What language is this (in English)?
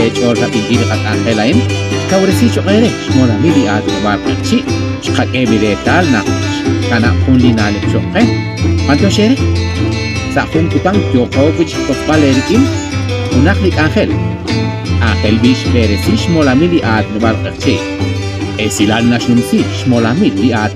Kekchí